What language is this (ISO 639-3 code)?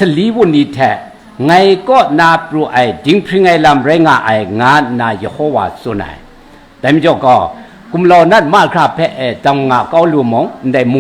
kac